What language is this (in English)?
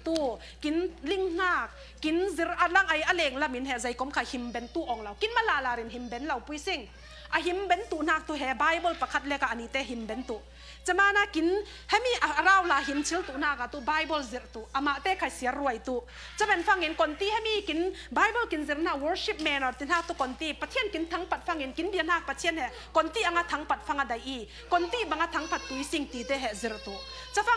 Falam Chin